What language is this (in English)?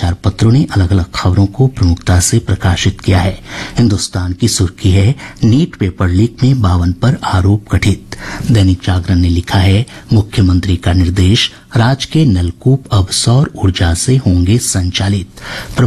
Hindi